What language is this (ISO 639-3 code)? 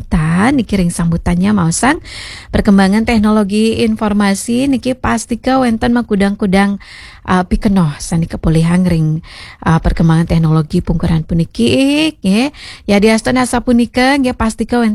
ban